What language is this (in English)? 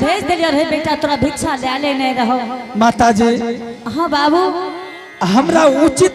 Angika